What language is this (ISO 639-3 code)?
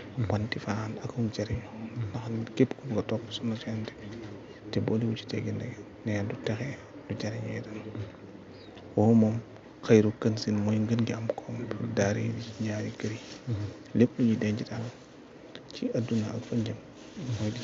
wol